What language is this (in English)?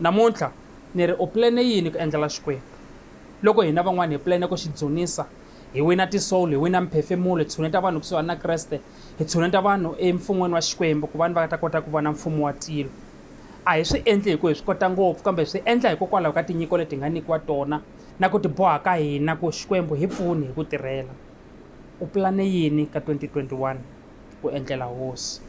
Tsonga